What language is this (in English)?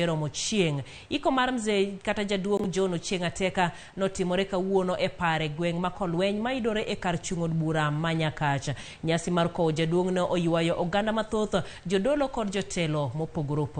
Luo (Kenya and Tanzania)